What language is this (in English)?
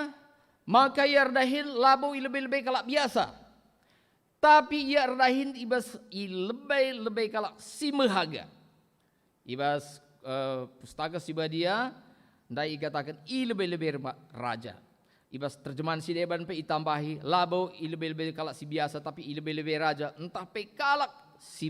Batak Karo